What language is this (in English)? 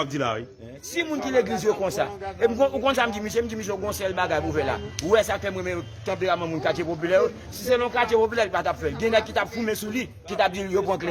Haitian Creole